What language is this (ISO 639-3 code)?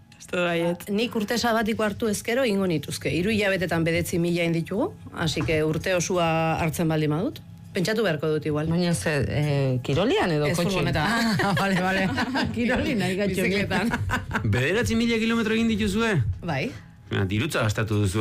eus